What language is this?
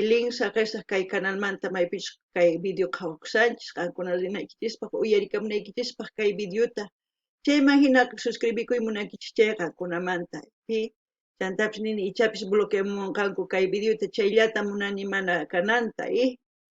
South Bolivian Quechua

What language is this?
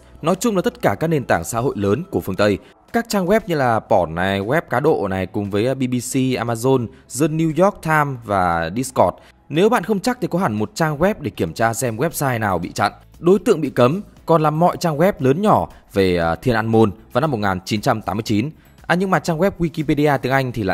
Vietnamese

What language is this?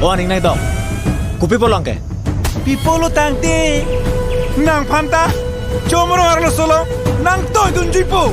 Karbi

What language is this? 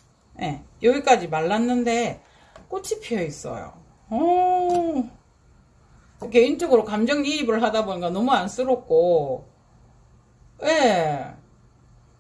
Korean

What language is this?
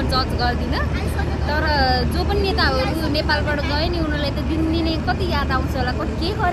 Nepali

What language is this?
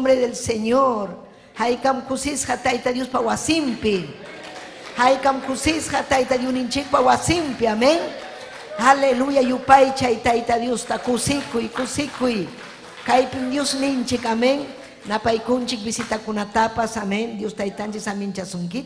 Ayacucho Quechua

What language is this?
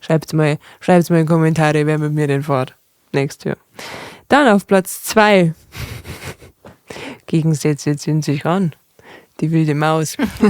Bavarian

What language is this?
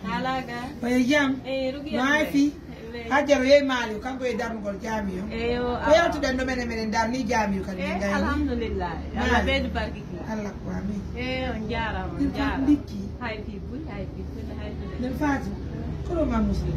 Pular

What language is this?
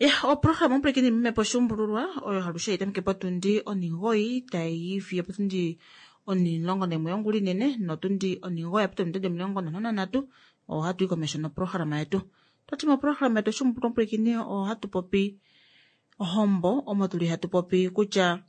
Kuanyama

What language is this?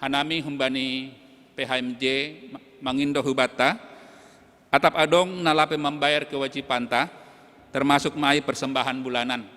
Batak Simalungun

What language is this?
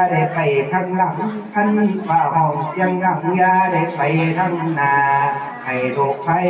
Lao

